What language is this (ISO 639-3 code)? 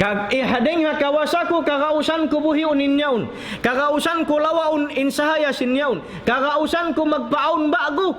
tsg